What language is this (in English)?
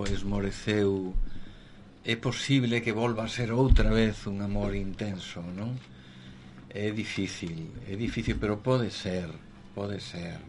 Galician